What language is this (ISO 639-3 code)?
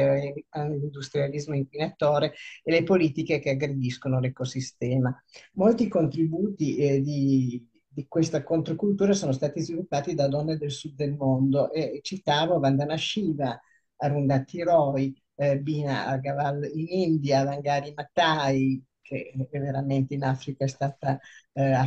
ita